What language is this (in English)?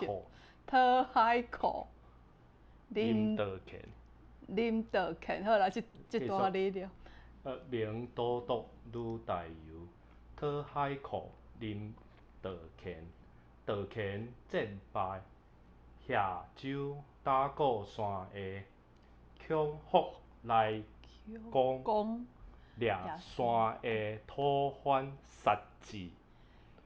Min Nan Chinese